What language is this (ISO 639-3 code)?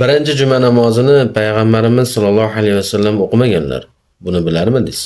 uzb